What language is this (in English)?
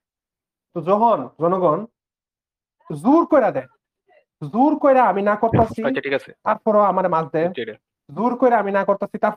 Bangla